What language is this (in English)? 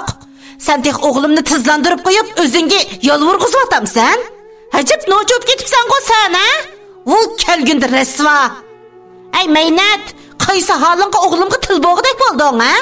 Uyghur